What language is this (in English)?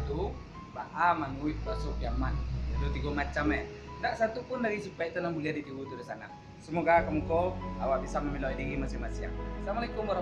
Minangkabau